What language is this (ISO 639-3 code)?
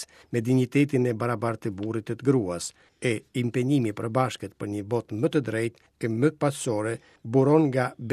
sqi